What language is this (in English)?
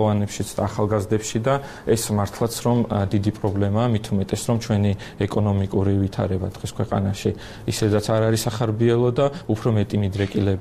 Georgian